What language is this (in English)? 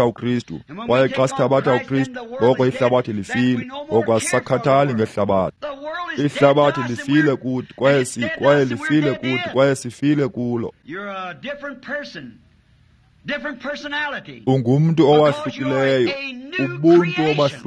Xhosa